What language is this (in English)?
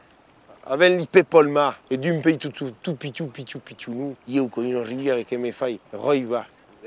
Occitan